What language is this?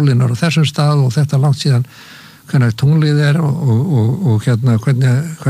Icelandic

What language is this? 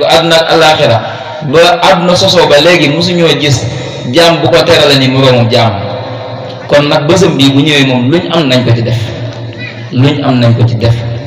Wolof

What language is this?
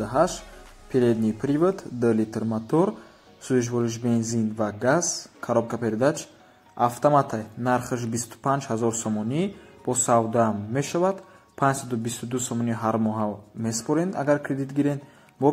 Tajik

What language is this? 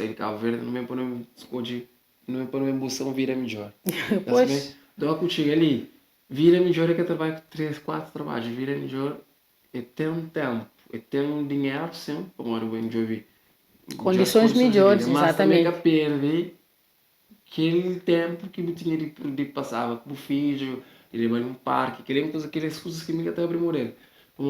Kabuverdianu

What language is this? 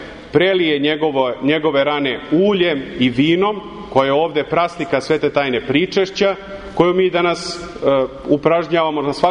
Serbian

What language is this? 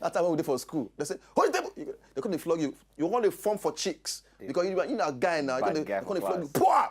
Nigerian Pidgin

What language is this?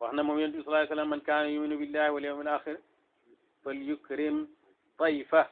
Wolof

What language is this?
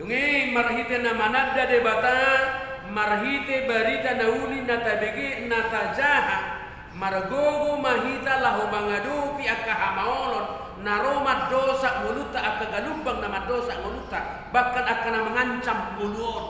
Batak Toba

